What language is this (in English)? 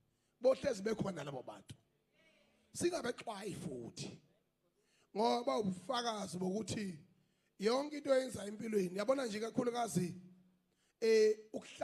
Zulu